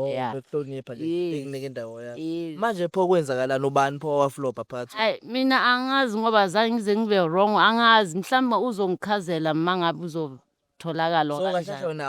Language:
Zulu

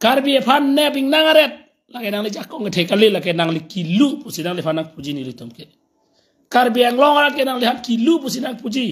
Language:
Karbi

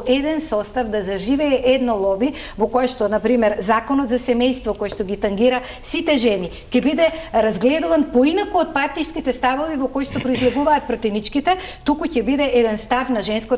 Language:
Macedonian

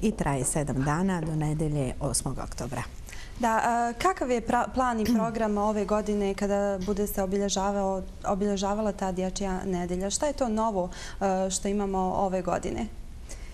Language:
Bosnian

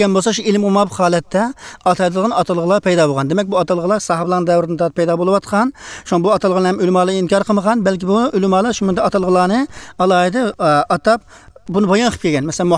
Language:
Uyghur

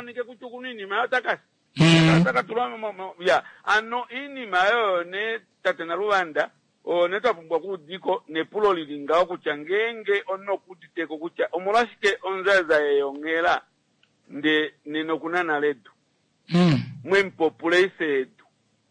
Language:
Kuanyama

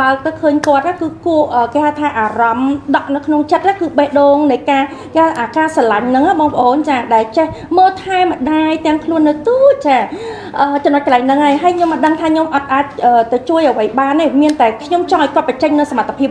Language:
Khmer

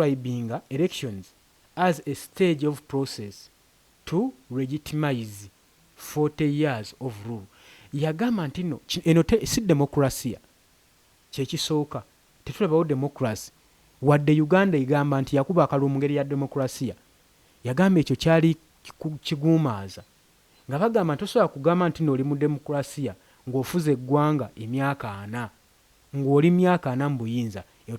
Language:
Ganda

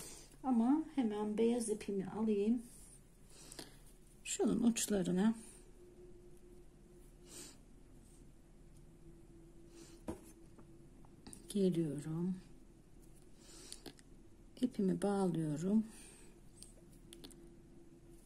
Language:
Turkish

